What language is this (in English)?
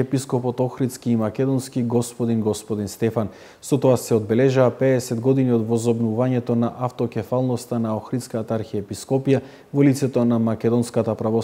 Macedonian